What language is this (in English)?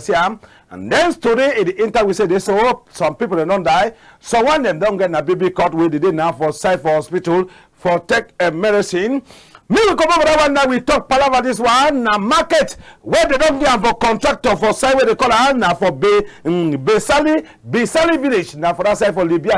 Cameroon Pidgin